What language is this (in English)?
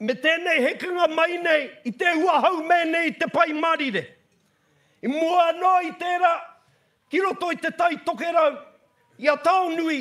Māori